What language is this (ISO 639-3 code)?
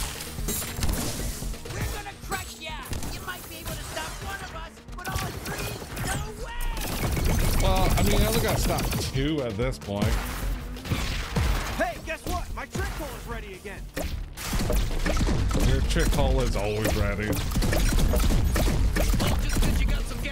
eng